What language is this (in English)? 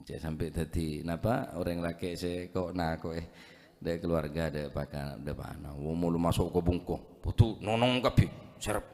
Madurese